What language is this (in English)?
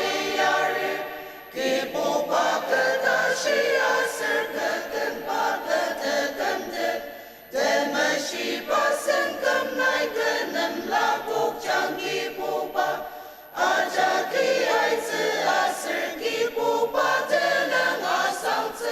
Ao Naga